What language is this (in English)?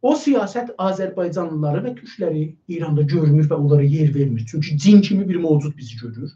South Azerbaijani